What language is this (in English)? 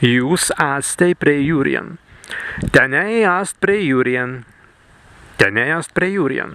Prussian